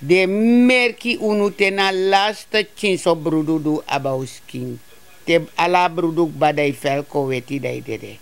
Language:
Sranan Tongo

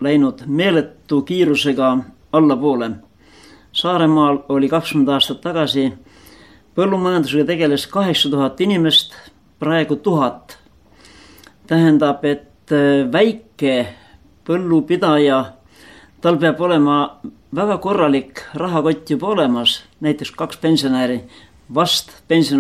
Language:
Estonian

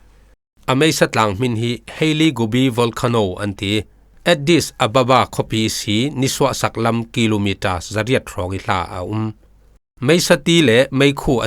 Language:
Falam Chin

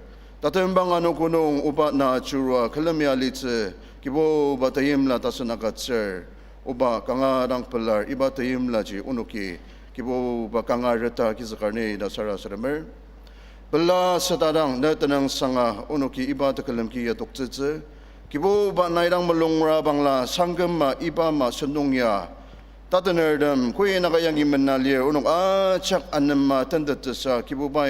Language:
Ao Naga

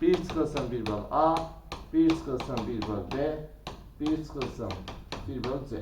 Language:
Azerbaijani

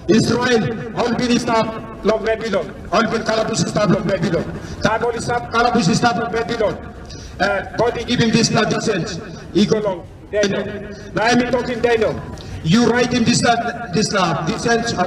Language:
Tok Pisin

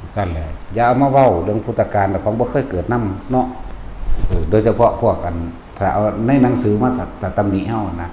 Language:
Northeastern Thai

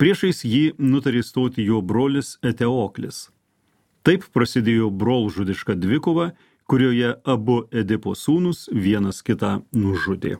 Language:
Lithuanian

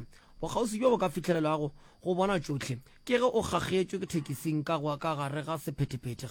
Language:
Northern Sotho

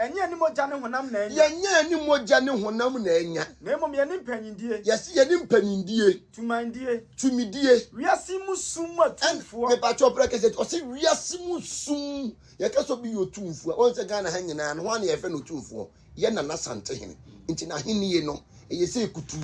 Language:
Akan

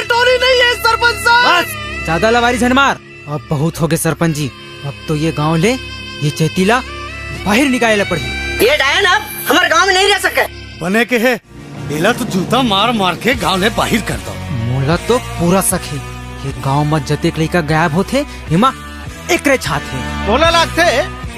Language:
Chhattisgarhi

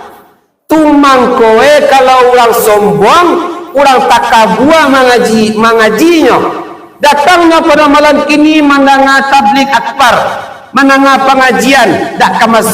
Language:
Minangkabau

